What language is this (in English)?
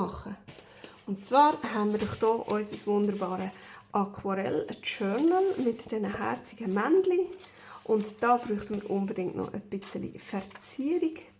Swiss German